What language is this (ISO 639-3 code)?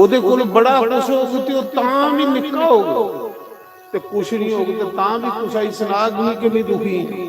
doi